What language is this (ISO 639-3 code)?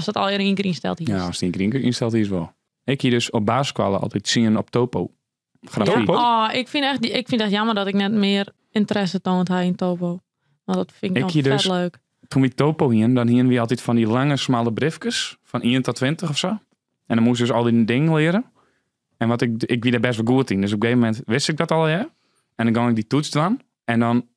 fry